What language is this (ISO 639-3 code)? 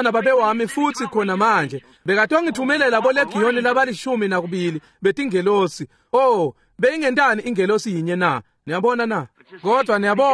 ssw